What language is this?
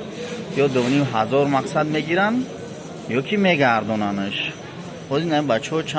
Tajik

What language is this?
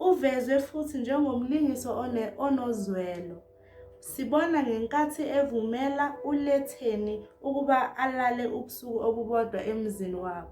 Zulu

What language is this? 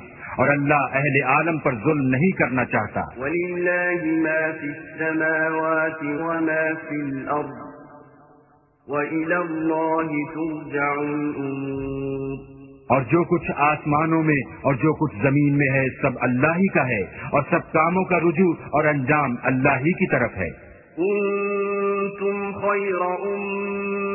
Urdu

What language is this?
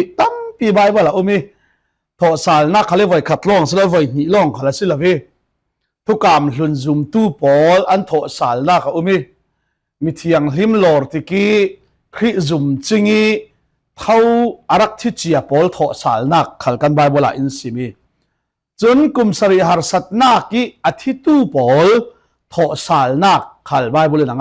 Falam Chin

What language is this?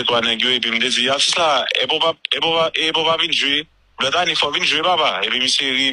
Haitian Creole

